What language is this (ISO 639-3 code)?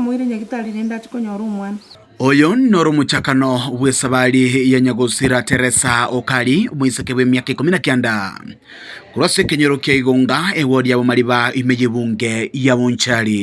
guz